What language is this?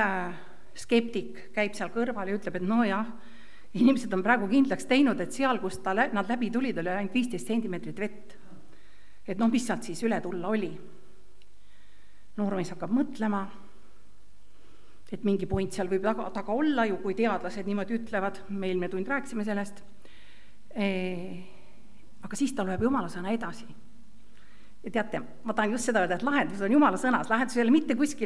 Estonian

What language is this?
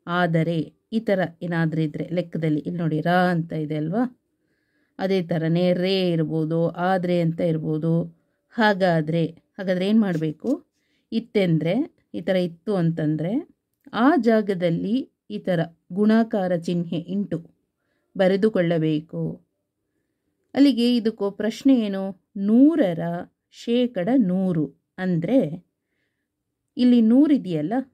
Kannada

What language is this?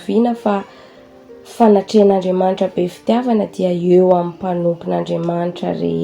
Malagasy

